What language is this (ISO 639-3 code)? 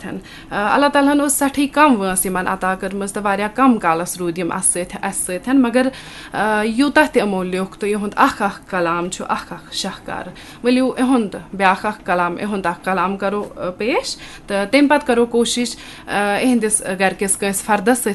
kas